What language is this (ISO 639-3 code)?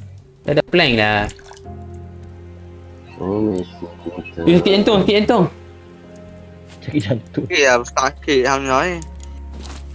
msa